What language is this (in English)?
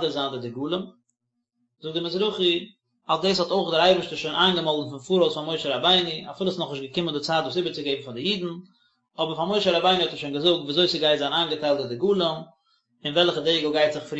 Yiddish